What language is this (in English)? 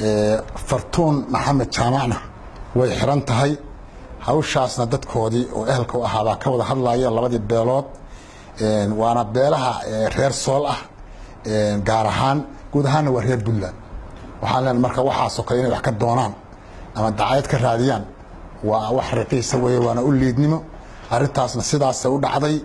Somali